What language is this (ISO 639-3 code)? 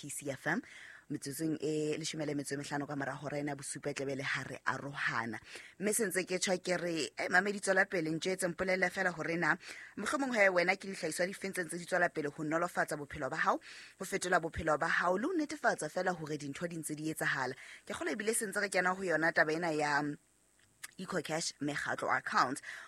sot